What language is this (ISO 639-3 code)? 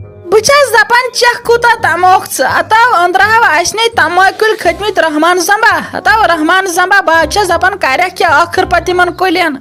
kas